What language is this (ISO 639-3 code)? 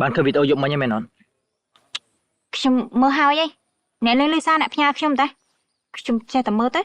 khm